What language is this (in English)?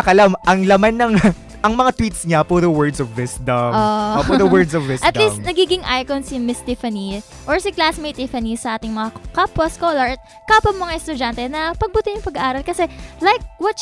Filipino